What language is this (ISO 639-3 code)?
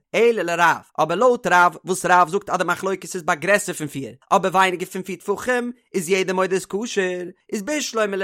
yid